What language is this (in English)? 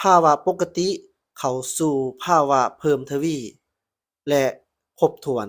Lao